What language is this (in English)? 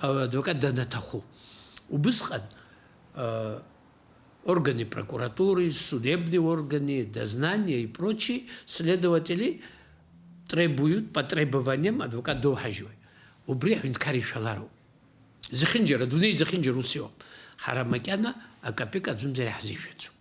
Abkhazian